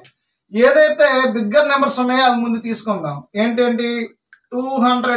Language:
Telugu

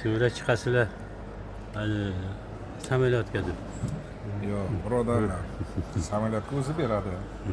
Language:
Uzbek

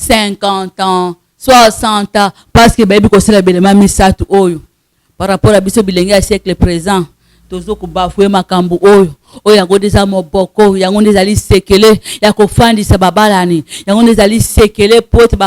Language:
Lingala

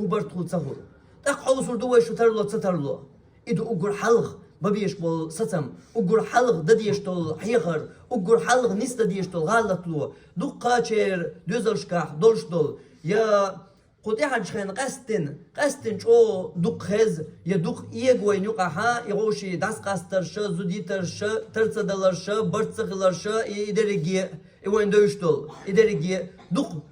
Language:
Chechen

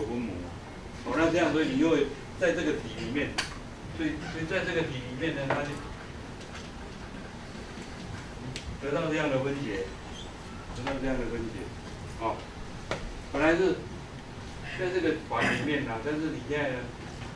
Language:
Chinese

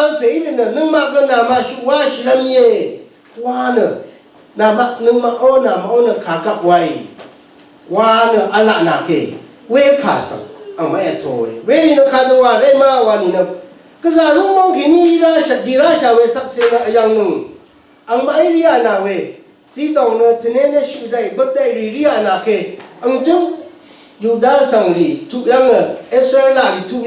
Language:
Rawang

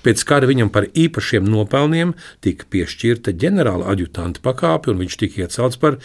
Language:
Latvian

